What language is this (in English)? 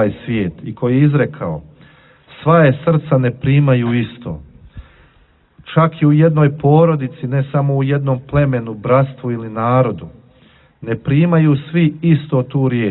Bosnian